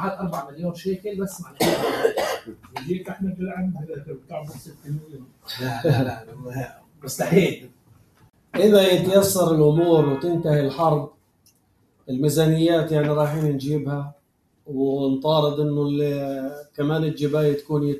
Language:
North Levantine Arabic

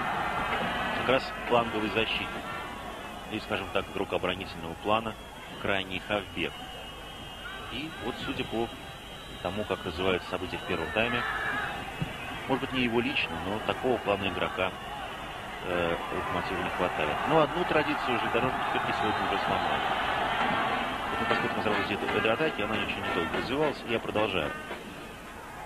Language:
Russian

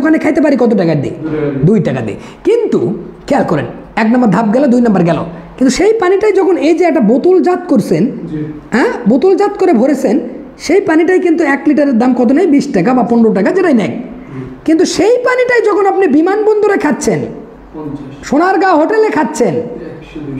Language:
Bangla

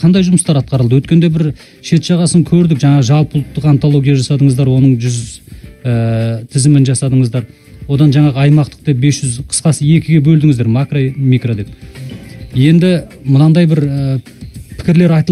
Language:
Kazakh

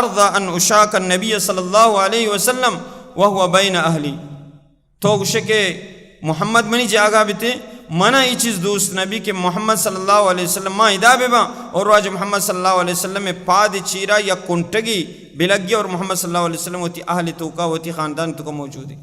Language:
Baluchi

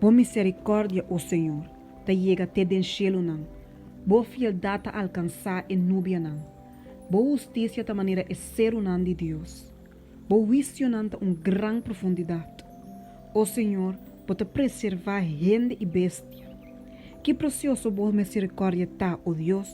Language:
Papiamento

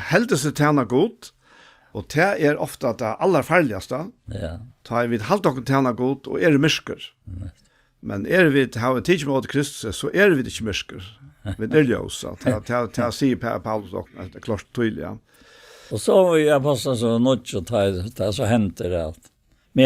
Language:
Faroese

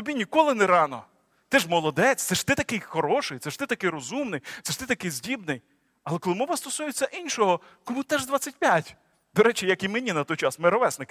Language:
Ukrainian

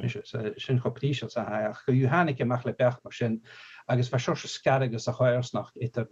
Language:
Scottish Gaelic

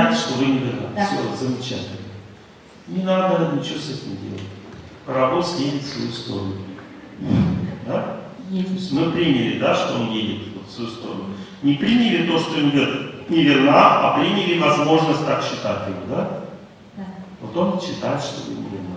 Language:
Russian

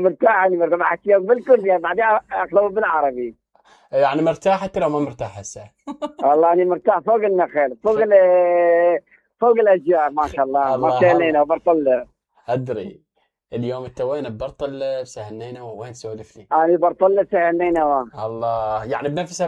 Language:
Mesopotamian Arabic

